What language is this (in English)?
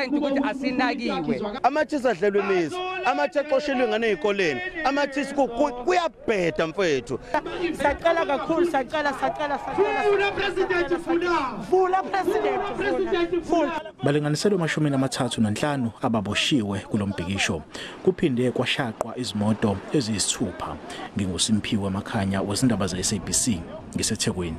Zulu